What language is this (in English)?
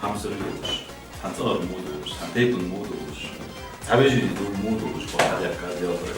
Ingush